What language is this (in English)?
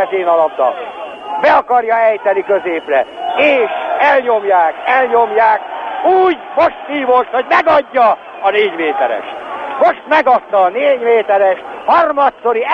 Hungarian